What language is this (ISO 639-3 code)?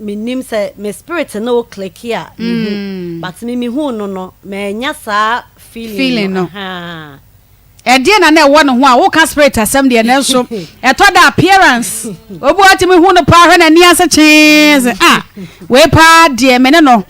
aka